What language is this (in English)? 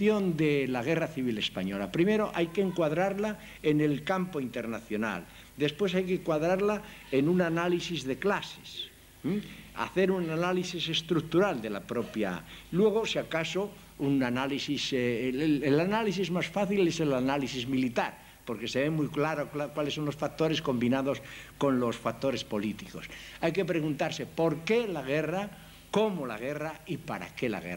Spanish